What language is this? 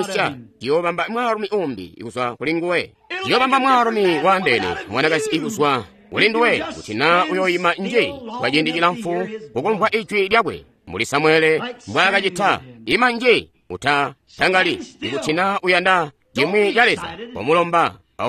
Tonga (Zambia)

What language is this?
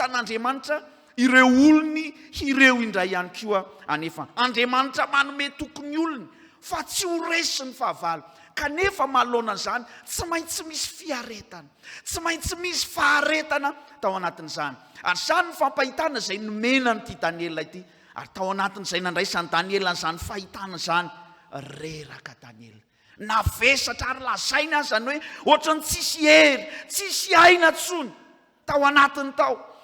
Malagasy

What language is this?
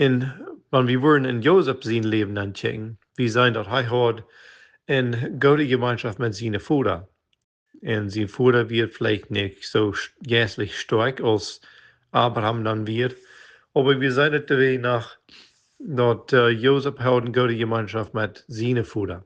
Plautdietsch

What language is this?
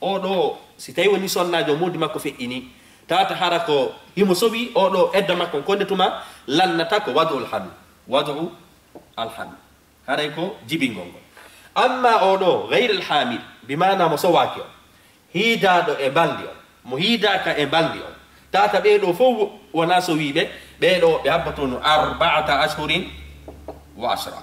Fula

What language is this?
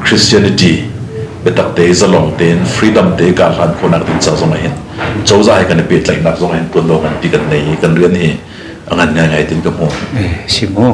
Hakha Chin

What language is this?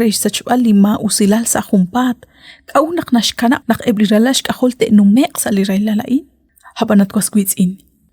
Kekchí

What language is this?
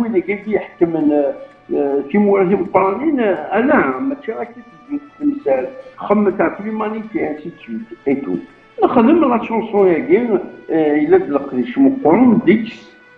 Kabyle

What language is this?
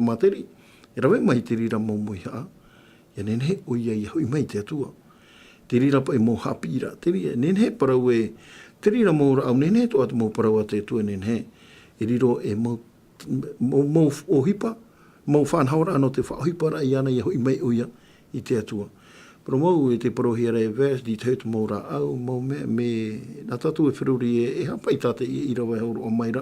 Tahitian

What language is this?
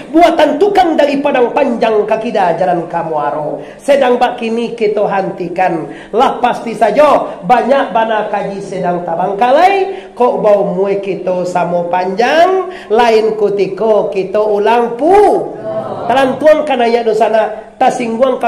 Minangkabau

